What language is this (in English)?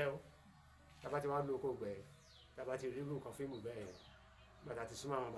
Yoruba